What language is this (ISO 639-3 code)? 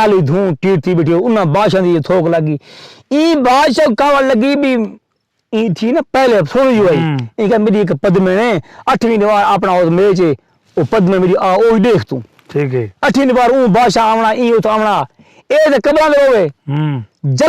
skr